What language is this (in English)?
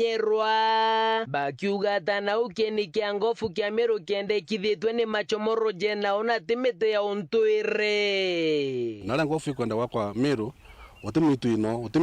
Meru